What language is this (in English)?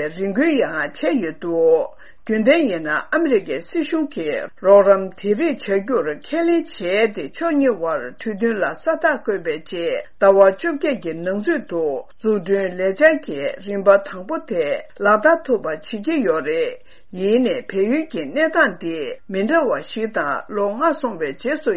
Tibetan